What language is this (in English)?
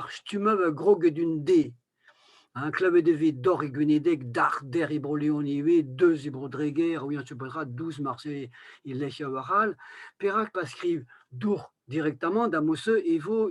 Breton